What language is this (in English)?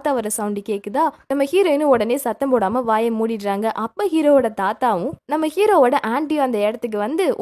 Tamil